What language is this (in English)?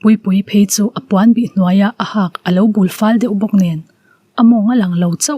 Mizo